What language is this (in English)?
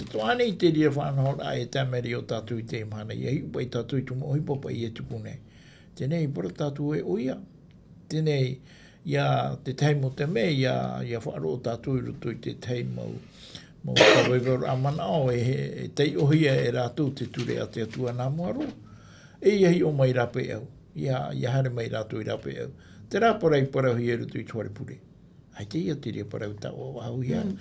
Tahitian